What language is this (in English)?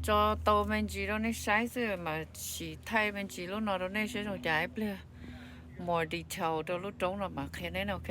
Hmong